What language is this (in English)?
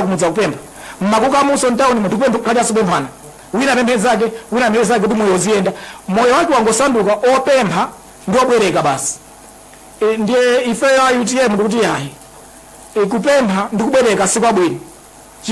Nyanja